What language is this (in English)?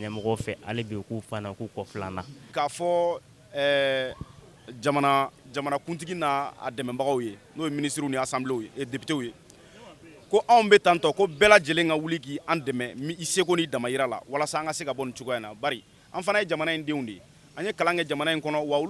Bambara